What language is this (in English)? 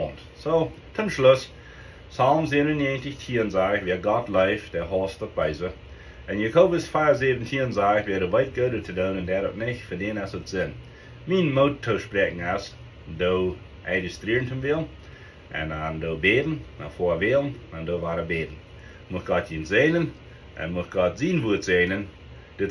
Plautdietsch